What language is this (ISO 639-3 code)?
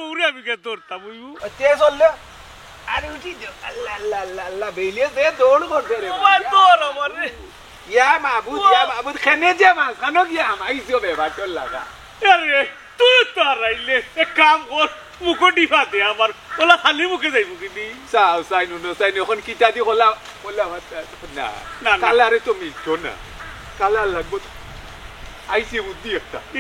syl